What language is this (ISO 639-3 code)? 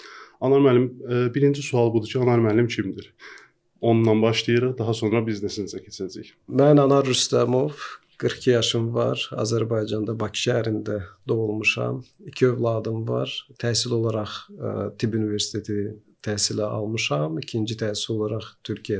aze